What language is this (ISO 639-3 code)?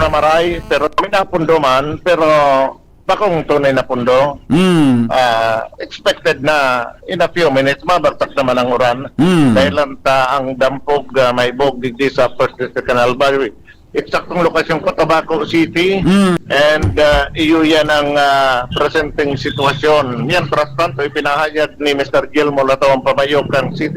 bik